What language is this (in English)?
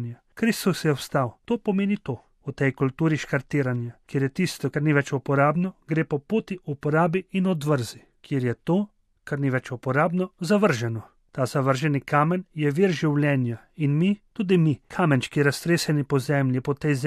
Slovenian